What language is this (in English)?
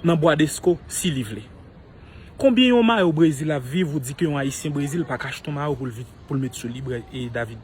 Haitian Creole